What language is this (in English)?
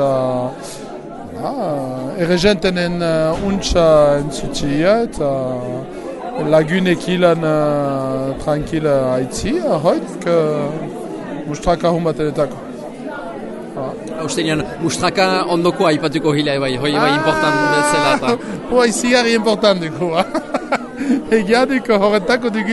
Basque